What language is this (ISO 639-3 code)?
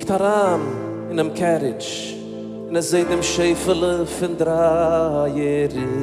yid